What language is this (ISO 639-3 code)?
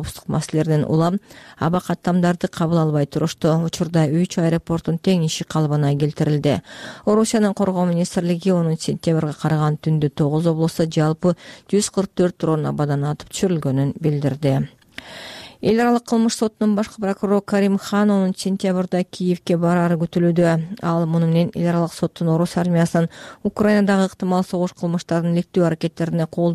kir